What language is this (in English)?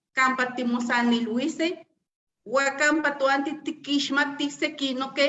Eastern Huasteca Nahuatl